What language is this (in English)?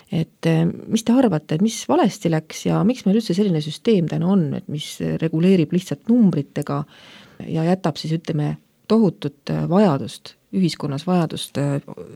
Estonian